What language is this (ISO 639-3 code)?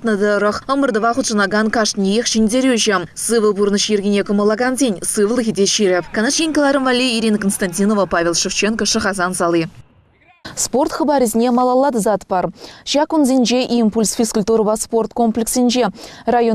chv